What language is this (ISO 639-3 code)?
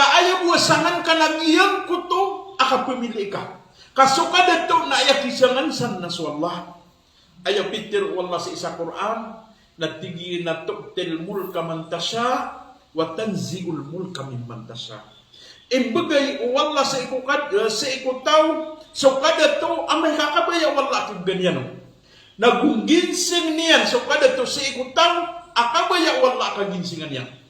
mrw